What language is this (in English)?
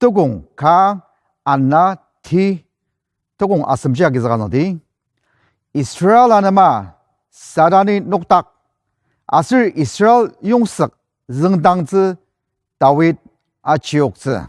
Ao Naga